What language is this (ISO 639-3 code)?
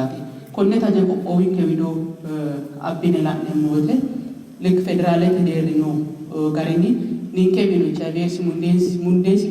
sid